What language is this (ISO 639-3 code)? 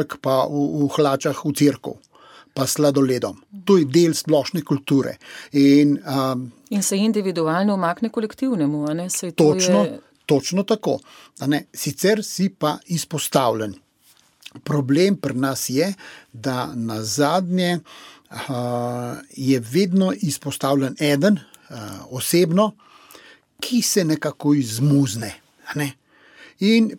slv